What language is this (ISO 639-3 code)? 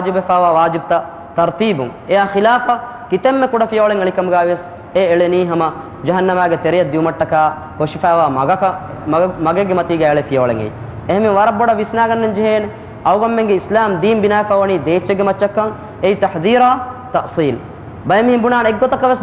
div